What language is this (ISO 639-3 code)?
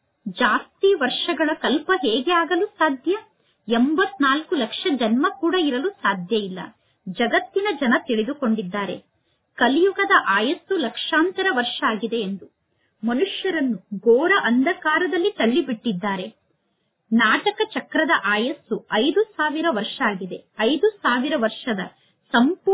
kan